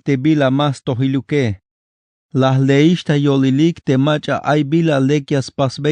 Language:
Tzeltal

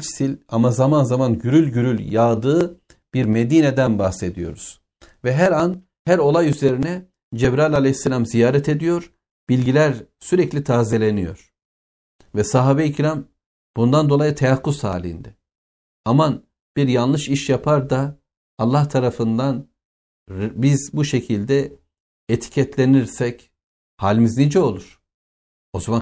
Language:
Turkish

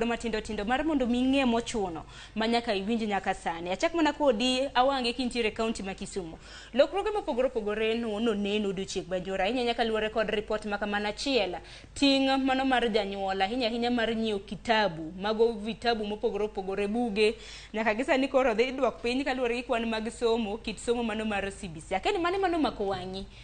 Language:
Luo (Kenya and Tanzania)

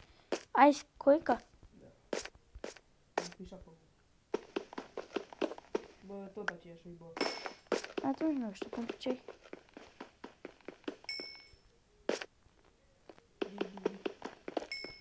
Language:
Romanian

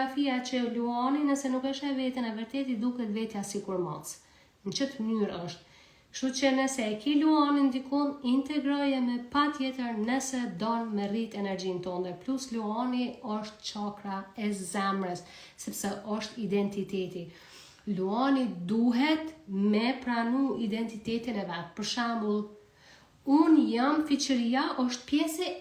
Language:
Albanian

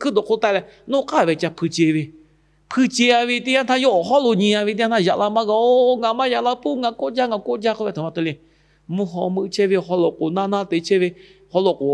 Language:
Lahu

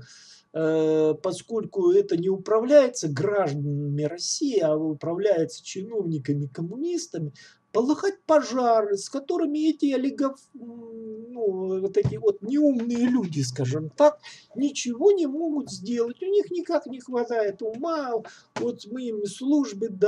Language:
Russian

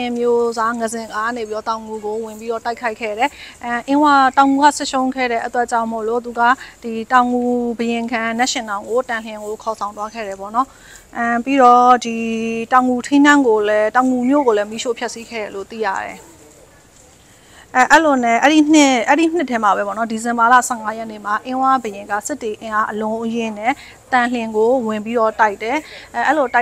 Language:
Burmese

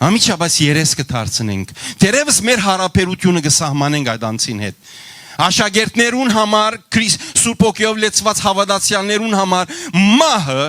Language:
Western Armenian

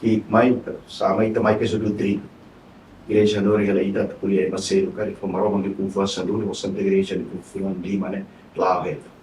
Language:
Tetum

